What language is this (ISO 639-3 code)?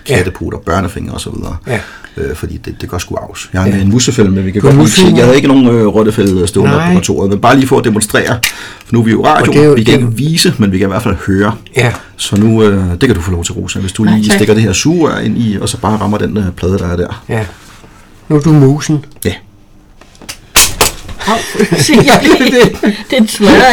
dan